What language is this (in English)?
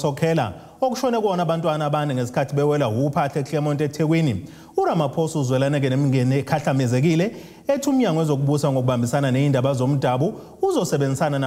Zulu